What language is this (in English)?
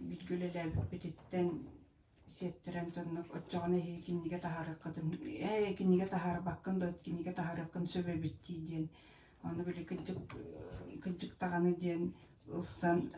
Yakut